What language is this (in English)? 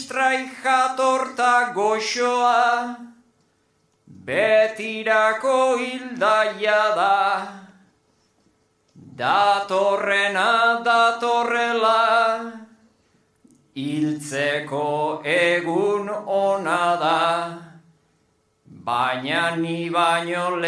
Basque